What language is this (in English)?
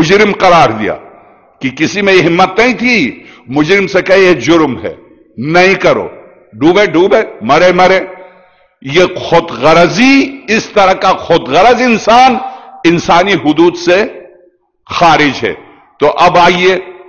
Urdu